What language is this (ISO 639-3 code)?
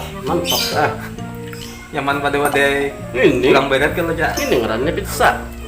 bjn